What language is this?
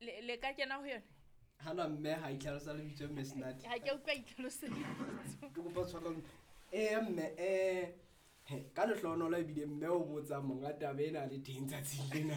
Southern Sotho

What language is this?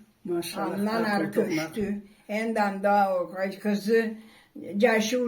Karachay-Balkar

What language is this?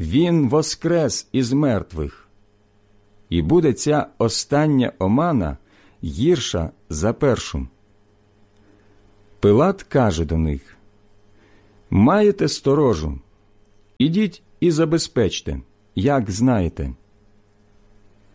Ukrainian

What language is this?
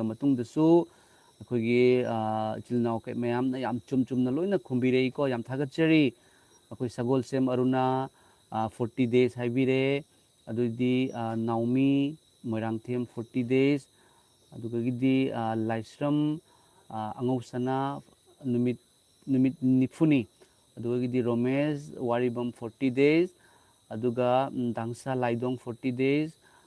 Manipuri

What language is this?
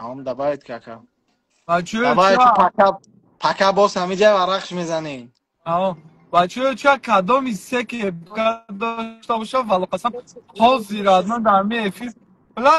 Tajik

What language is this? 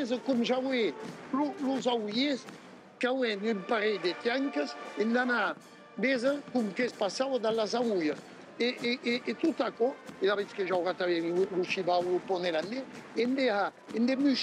Occitan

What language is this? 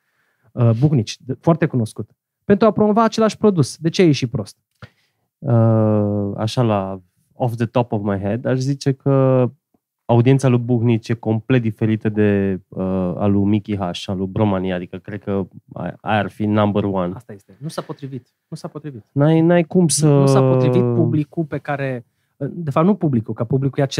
Romanian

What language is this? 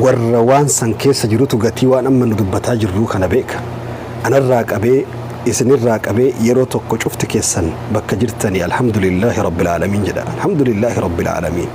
Oromo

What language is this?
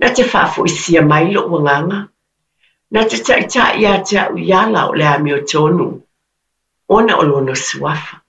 Samoan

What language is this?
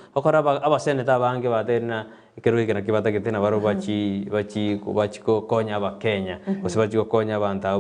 Gusii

